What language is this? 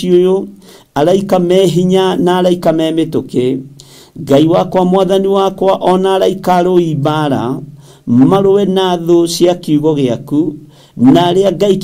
Kikuyu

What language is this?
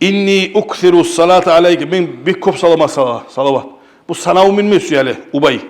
Kumyk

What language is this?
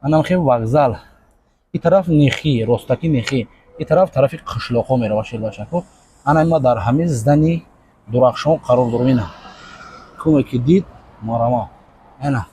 Tajik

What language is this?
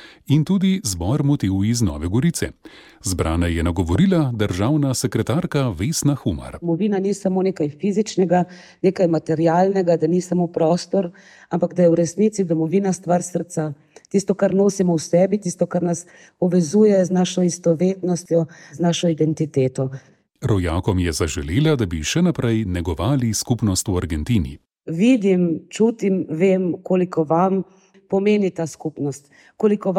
Slovenian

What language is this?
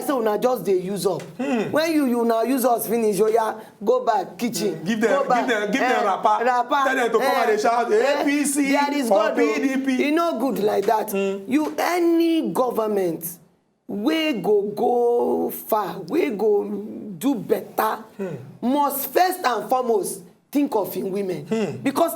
Nigerian Pidgin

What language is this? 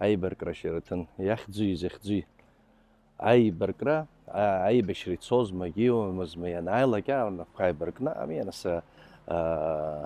Abkhazian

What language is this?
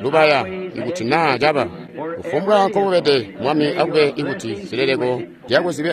Tonga (Zambia)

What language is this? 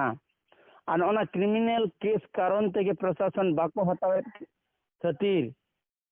Santali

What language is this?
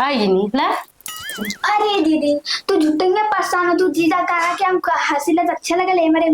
Awadhi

